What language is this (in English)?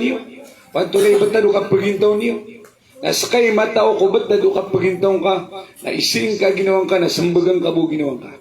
Maranao